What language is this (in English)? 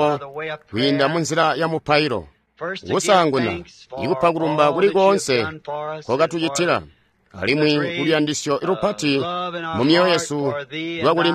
Tonga (Zambia)